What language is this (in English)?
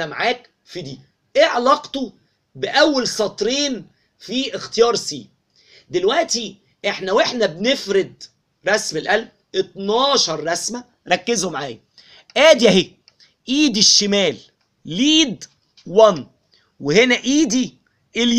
Egyptian Arabic